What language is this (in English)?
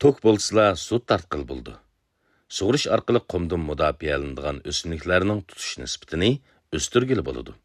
Uyghur